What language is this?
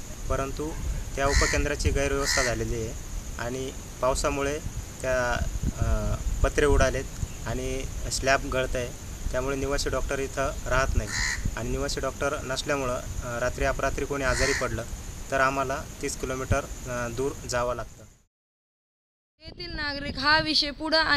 Marathi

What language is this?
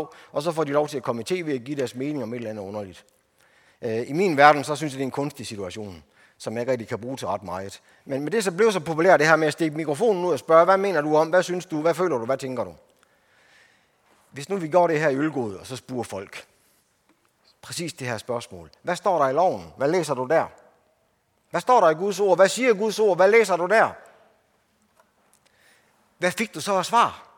Danish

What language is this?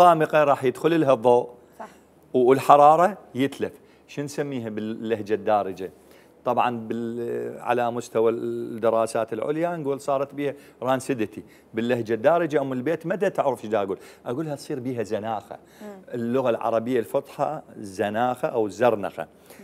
Mesopotamian Arabic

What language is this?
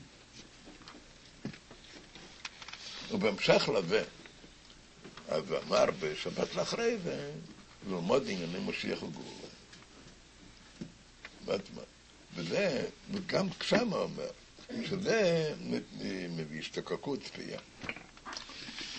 Hebrew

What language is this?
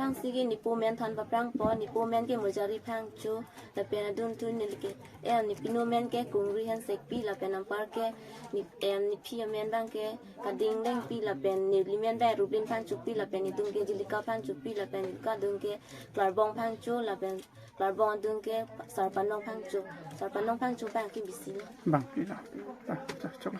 Karbi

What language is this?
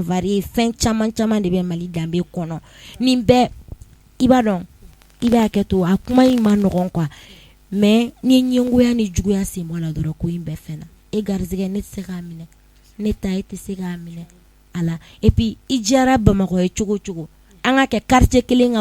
Bambara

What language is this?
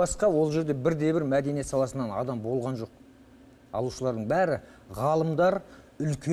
Kazakh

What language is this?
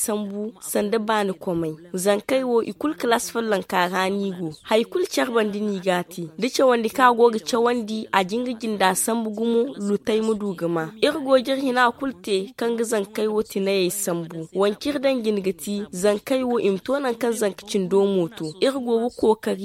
Zarma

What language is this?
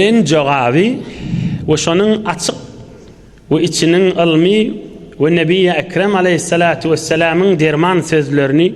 Turkmen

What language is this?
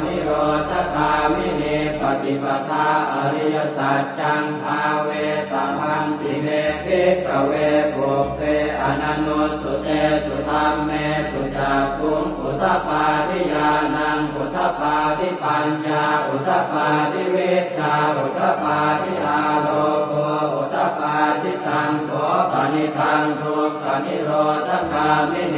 Pali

